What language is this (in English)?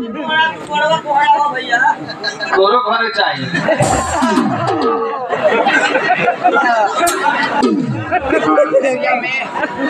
Bhojpuri